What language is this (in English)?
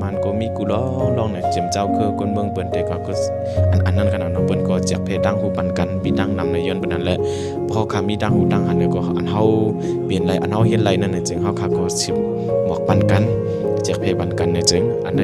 Shan